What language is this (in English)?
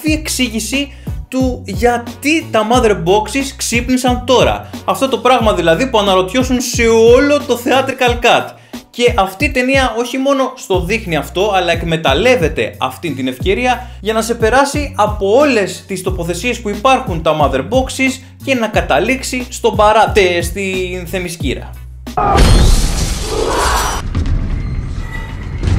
Greek